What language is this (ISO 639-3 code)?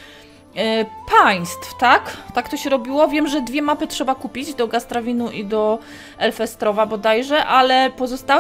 pol